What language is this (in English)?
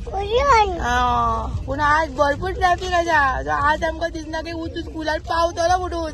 Konkani